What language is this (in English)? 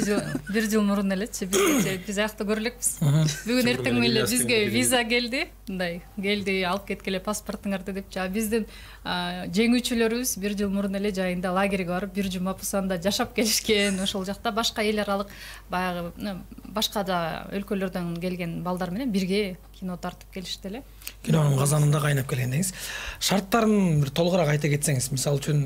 Kyrgyz